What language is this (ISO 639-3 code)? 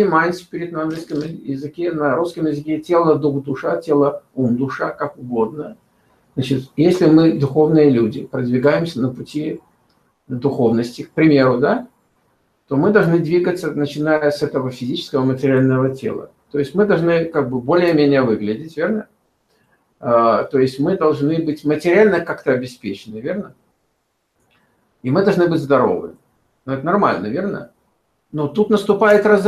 rus